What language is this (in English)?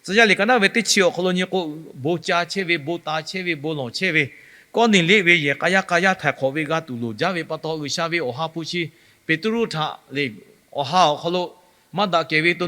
Lahu